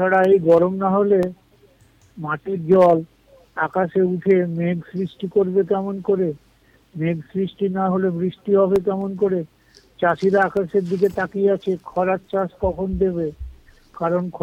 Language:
Bangla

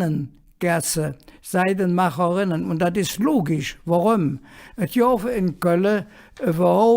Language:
Colognian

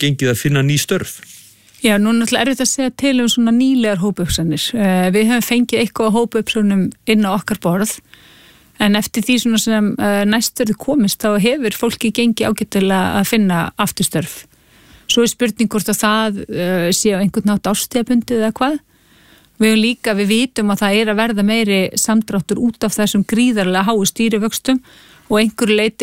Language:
Icelandic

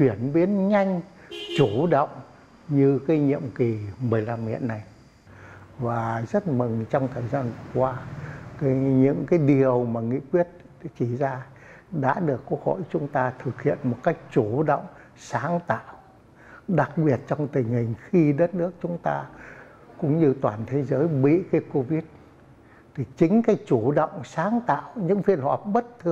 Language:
Vietnamese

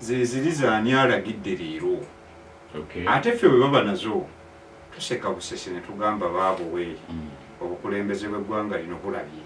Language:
Ganda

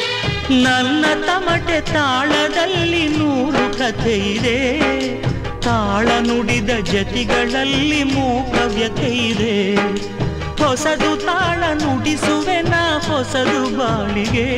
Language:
Kannada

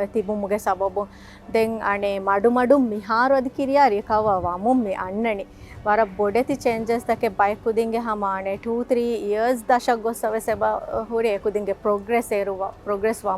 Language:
Divehi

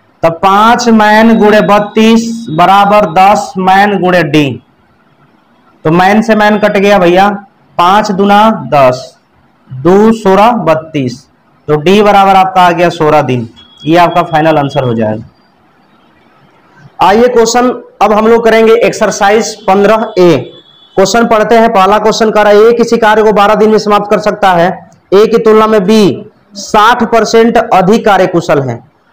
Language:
Hindi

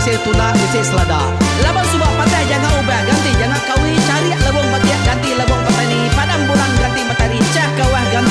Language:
Iban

